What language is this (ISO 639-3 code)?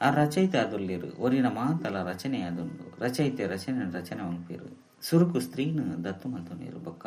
tcy